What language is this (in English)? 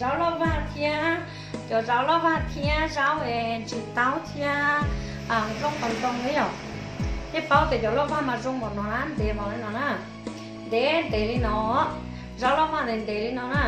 Hmong